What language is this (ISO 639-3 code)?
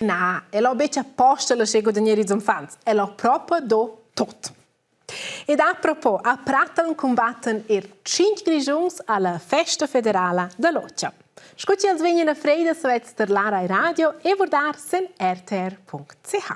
roh